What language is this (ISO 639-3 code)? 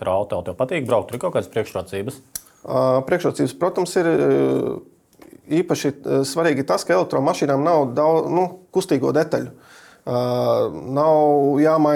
lav